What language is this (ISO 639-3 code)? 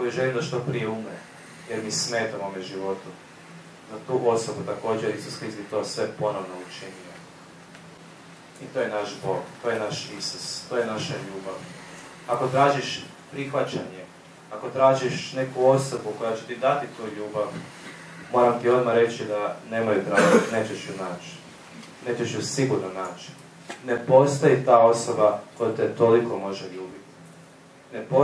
hrv